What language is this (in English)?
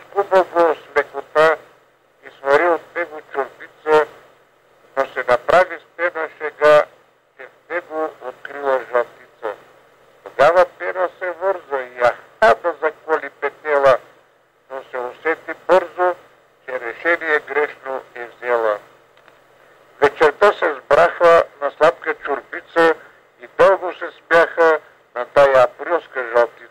Bulgarian